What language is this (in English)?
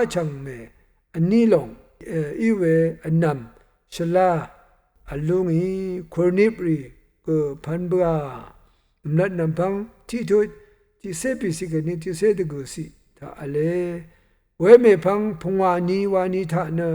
Rawang